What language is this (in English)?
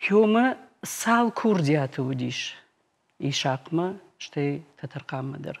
Ossetic